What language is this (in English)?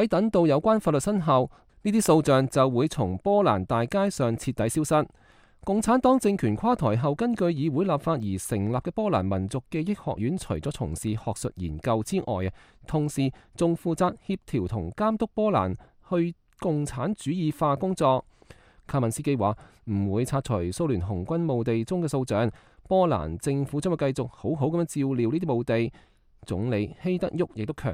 Cantonese